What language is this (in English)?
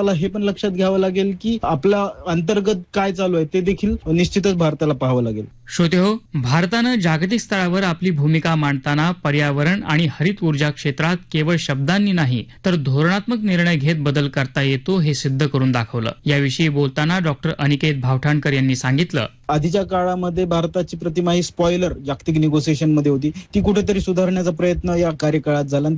Marathi